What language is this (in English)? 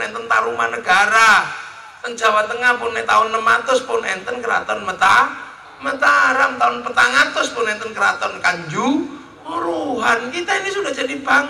Javanese